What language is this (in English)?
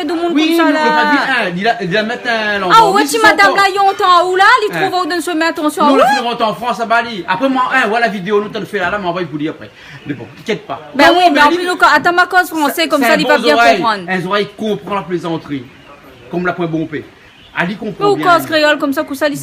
Réunion Creole French